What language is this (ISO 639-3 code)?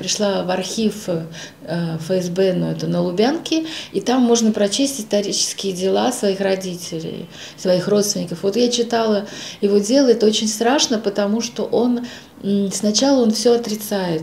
rus